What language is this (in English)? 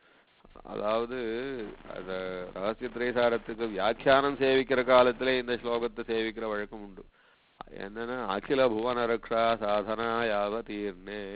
Tamil